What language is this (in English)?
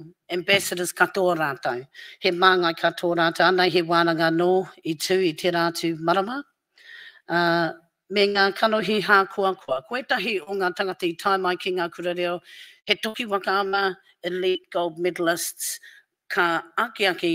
Māori